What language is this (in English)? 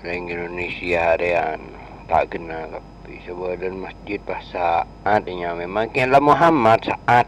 Madurese